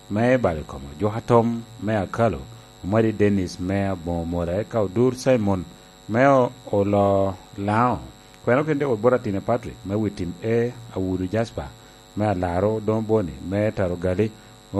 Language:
Lango (Uganda)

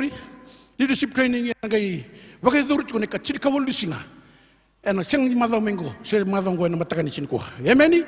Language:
Fijian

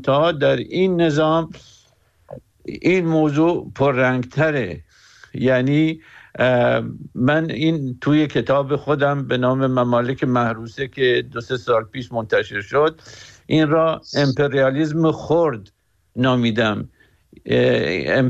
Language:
Persian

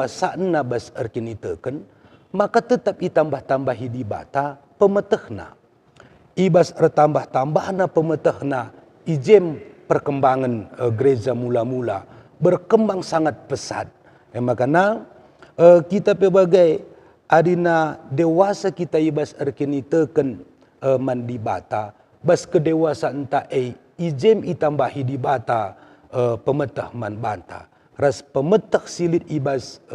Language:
Batak Karo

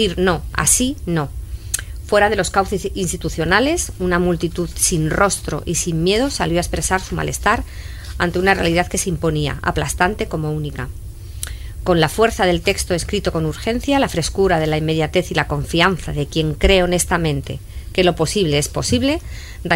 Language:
Spanish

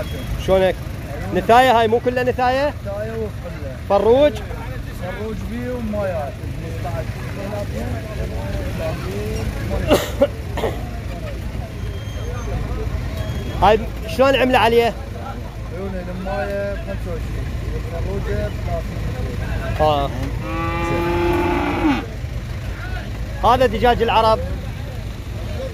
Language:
Mesopotamian Arabic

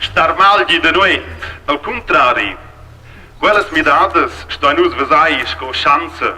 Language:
Romansh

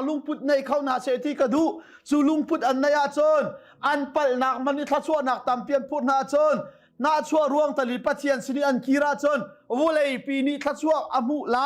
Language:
Hakha Chin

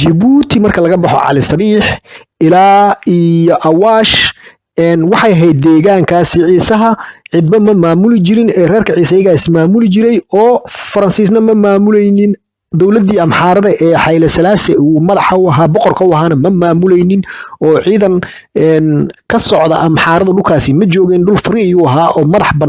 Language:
Somali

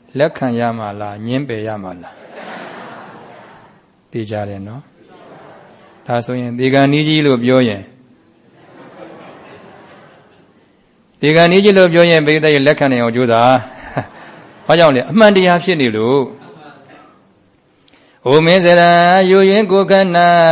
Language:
Burmese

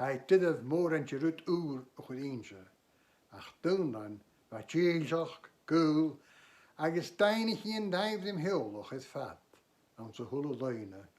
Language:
Scottish Gaelic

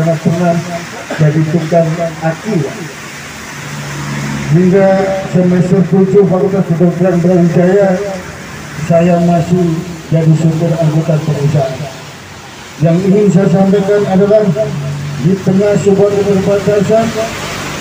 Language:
Indonesian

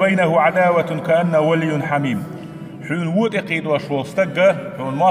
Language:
Chechen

